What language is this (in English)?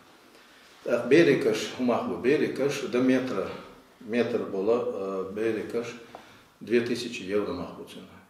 Chechen